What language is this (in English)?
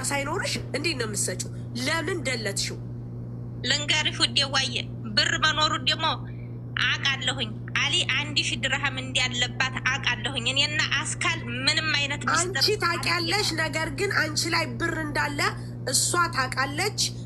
Amharic